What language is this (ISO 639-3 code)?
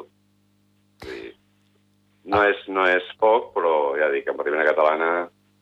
cat